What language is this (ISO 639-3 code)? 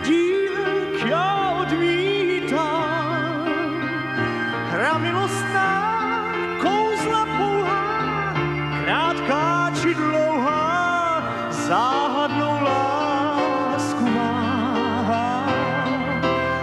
ces